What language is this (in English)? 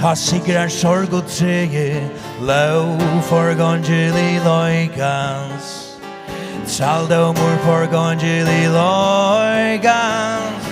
Faroese